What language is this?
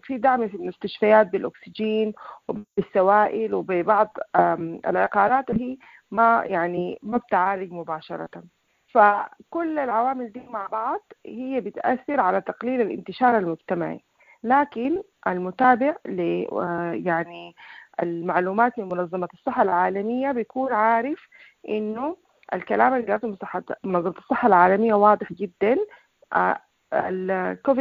Sudanese Arabic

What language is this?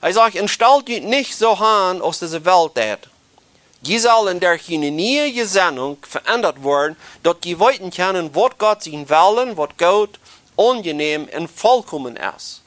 Plautdietsch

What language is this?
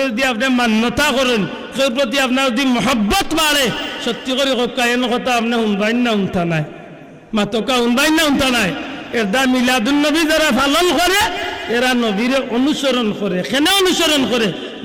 Sylheti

